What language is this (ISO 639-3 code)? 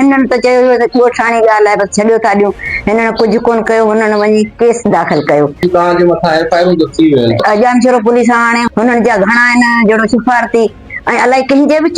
snd